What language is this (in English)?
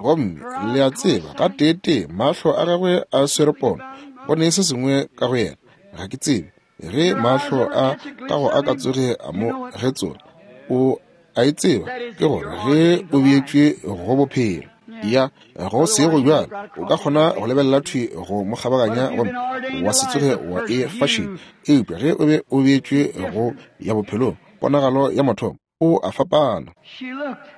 Northern Sotho